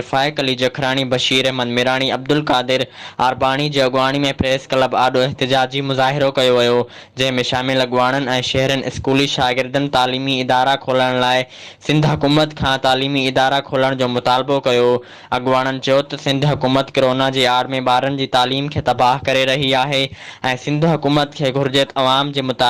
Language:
Sindhi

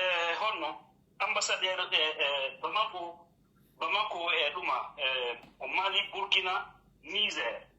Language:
Pular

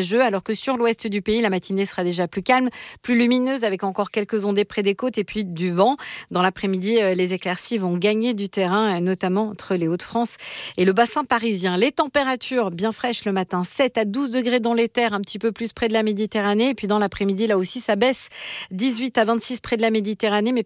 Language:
French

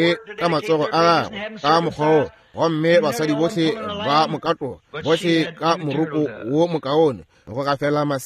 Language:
Northern Sotho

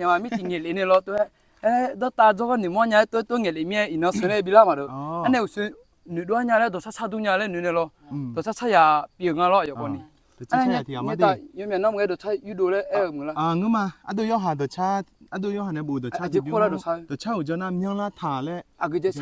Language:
Akha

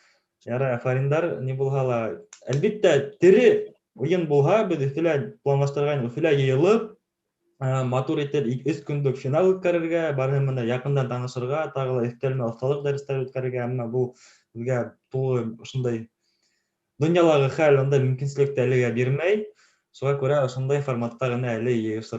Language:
Bashkir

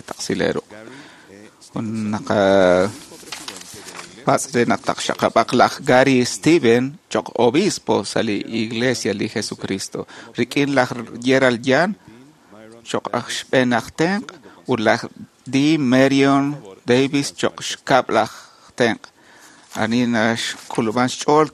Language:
Kekchí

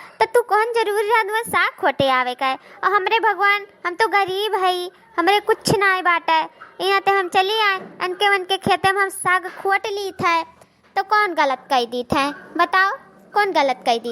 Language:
Awadhi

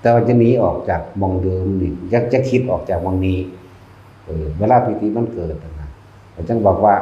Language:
Northeastern Thai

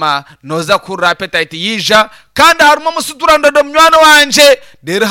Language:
Nyankole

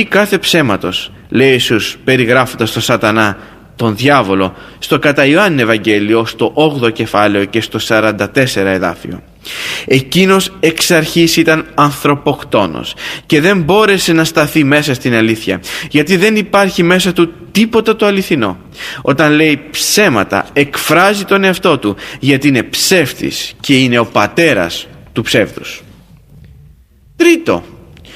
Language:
Greek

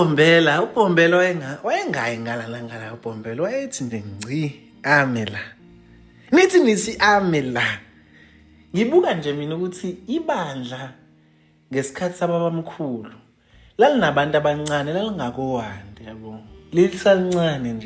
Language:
Zulu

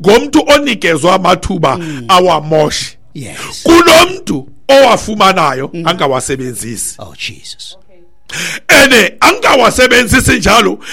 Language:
Xhosa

